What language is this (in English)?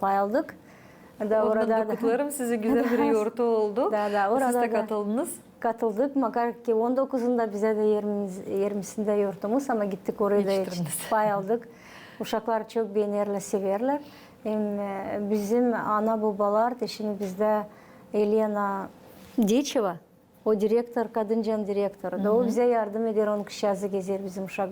Gagauz